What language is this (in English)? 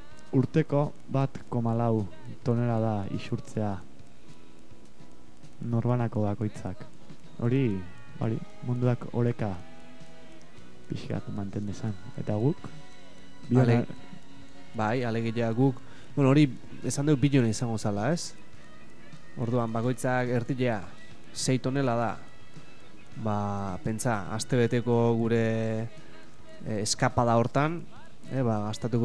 Basque